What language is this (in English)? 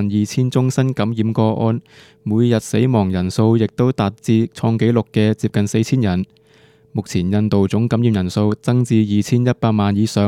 Cantonese